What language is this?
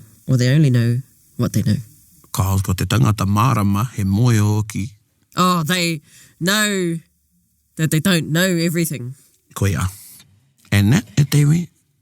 Māori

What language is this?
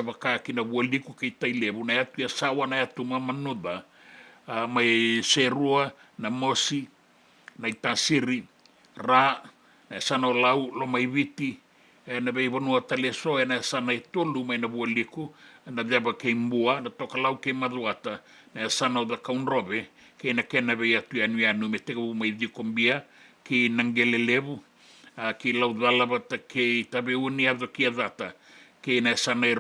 Fijian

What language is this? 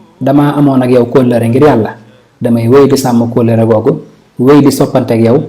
Wolof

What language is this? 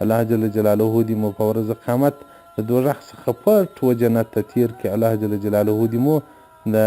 Pashto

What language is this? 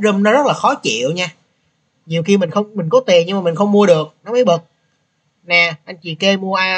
Vietnamese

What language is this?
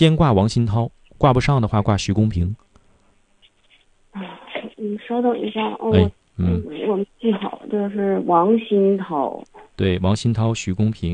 Chinese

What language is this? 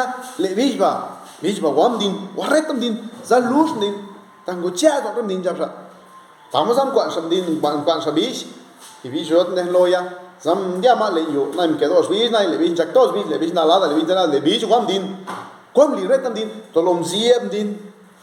Zapotec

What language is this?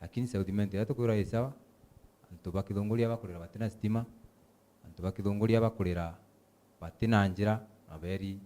Meru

